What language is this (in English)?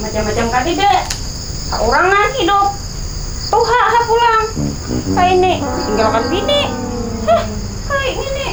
Banjar